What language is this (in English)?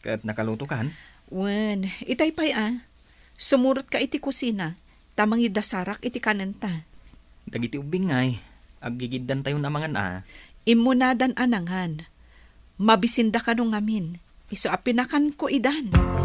Iloko